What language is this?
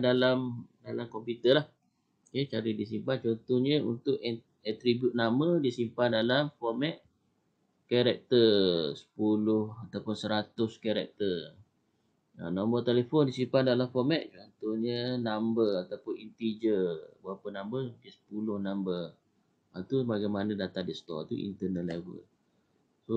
Malay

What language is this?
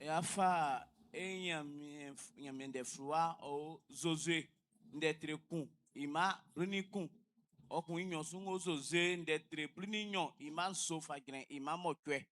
Baoulé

